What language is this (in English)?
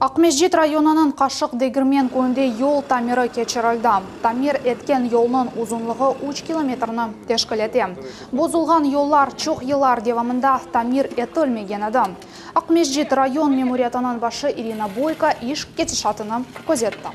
Crimean Tatar